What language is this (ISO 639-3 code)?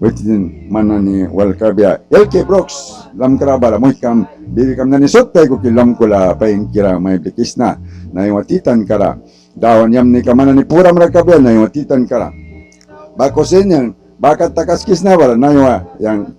miq